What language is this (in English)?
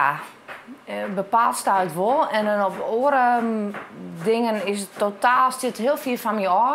Western Frisian